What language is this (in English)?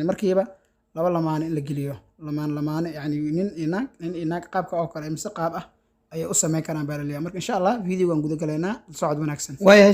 Somali